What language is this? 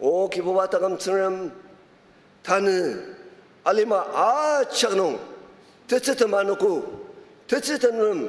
Ao Naga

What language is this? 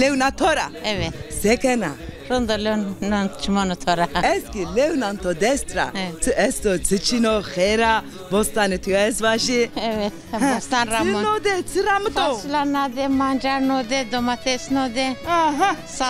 Zaza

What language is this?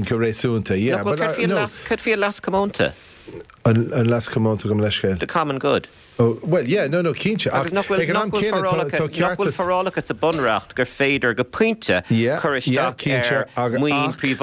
Irish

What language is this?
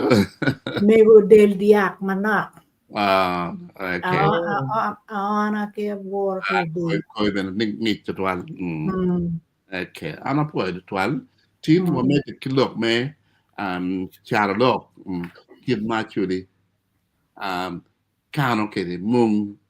Acoli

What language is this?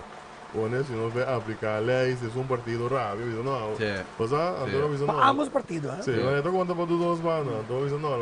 Papiamento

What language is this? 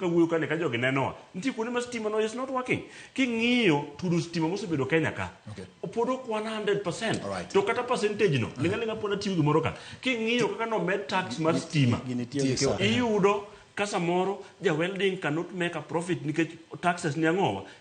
Luo (Kenya and Tanzania)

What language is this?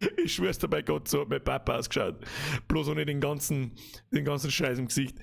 Bavarian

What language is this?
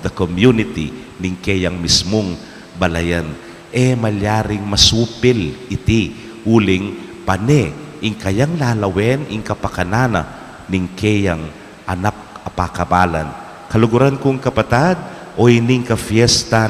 Pampanga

